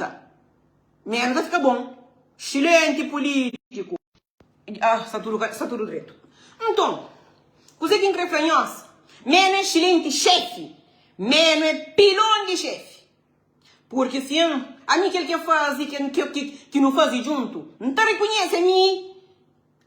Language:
Kabuverdianu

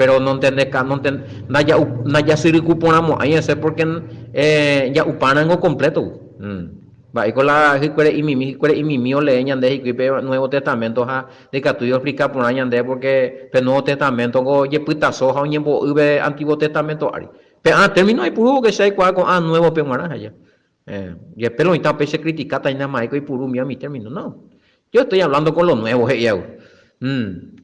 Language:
Guarani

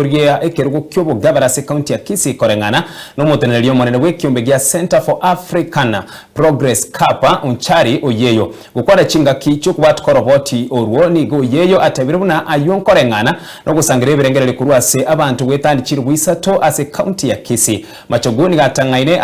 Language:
Gusii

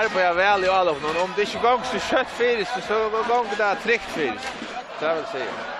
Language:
Faroese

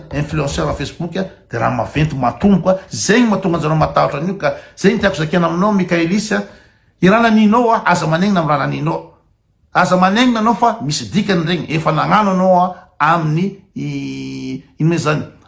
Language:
Malagasy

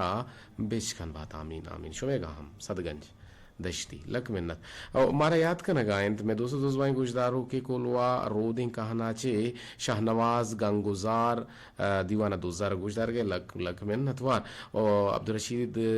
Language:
Eastern Balochi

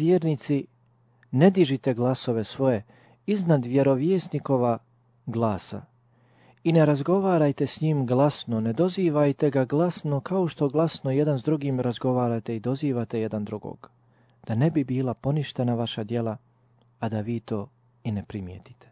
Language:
Bosnian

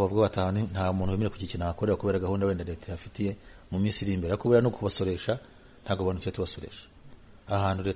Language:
Kinyarwanda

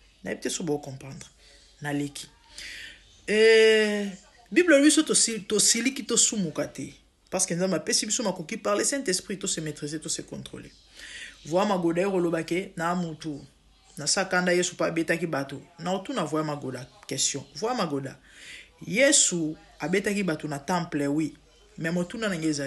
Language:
Lingala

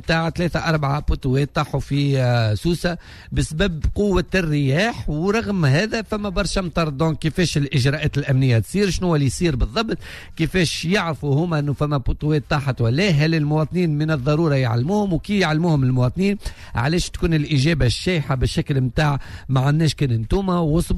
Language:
Tunisian Arabic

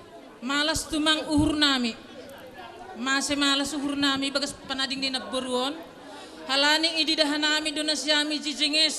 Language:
Batak Simalungun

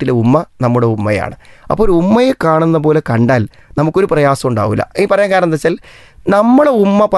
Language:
Malayalam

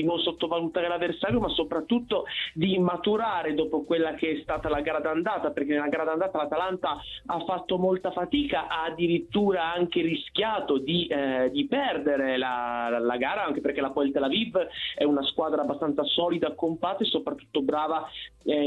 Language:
Italian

